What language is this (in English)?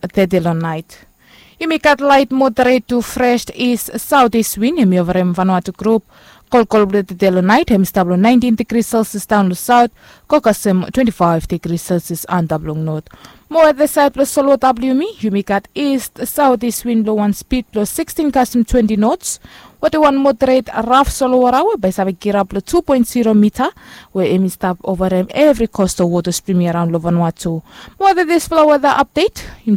Bislama